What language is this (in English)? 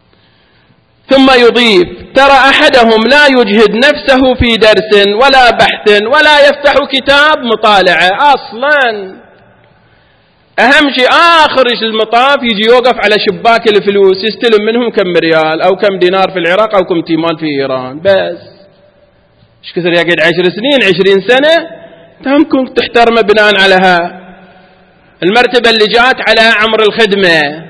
Arabic